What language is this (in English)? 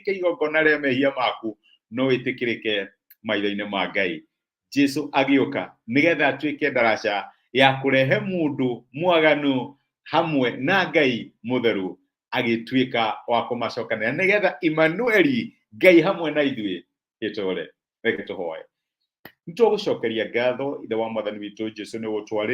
Kikuyu